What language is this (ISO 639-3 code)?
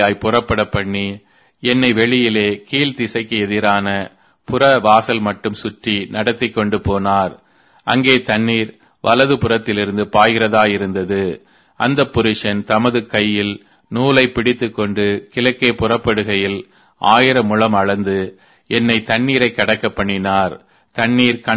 tam